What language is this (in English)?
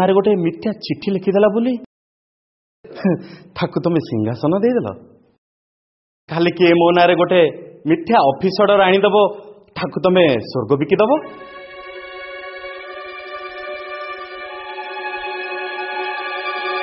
Odia